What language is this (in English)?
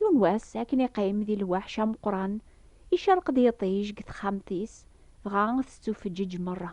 Kabyle